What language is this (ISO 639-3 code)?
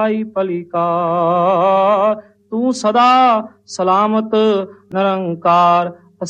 pan